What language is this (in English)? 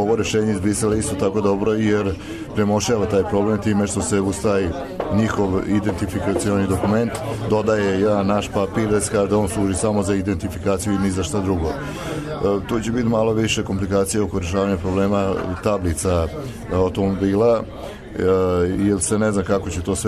Serbian